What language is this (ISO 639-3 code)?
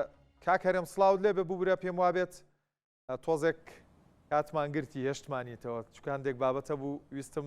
ckb